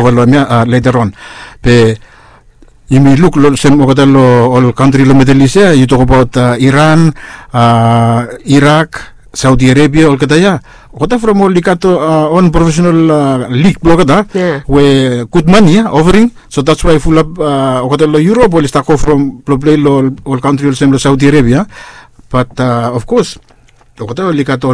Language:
Bislama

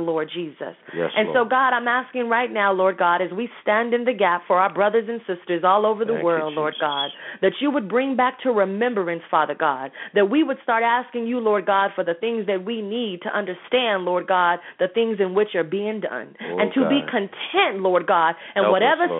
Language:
English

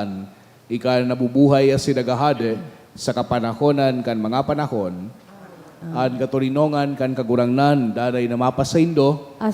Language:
Bikol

